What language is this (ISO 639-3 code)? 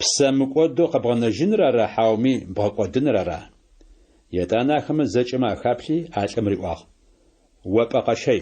ady